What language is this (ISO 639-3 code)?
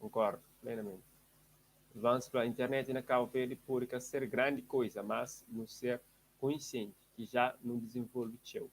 kea